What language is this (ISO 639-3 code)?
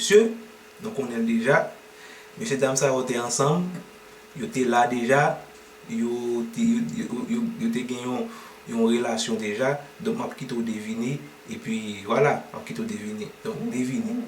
hat